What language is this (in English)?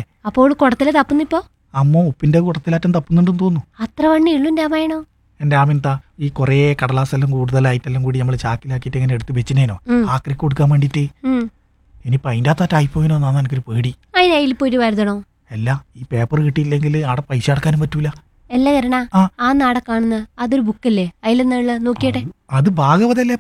Malayalam